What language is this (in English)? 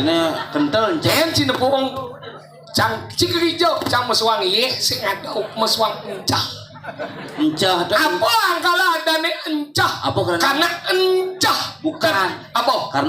Balinese